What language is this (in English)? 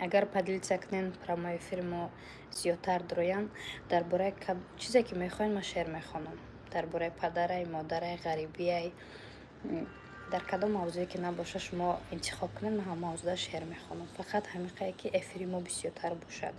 Tajik